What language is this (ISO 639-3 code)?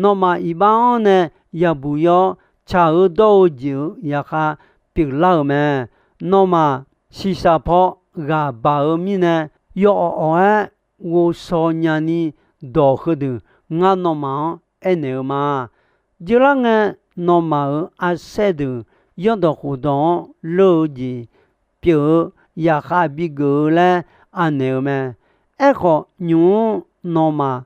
ahk